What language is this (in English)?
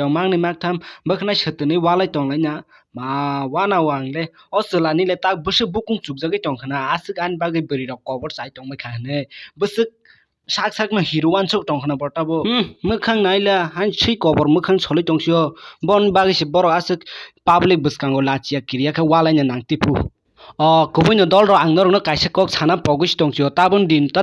Kok Borok